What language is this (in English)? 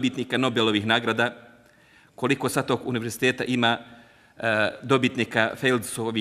Bosnian